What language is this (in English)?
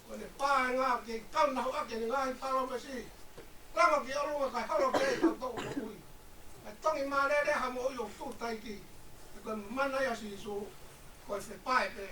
Tongan